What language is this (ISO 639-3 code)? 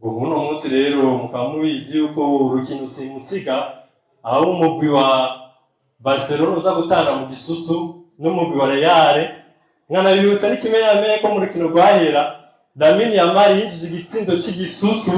run